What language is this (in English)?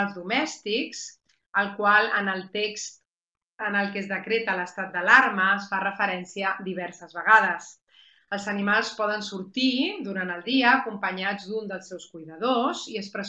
Catalan